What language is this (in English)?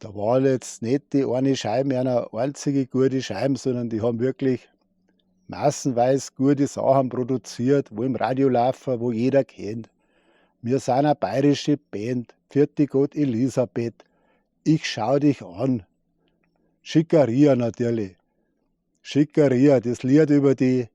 Bavarian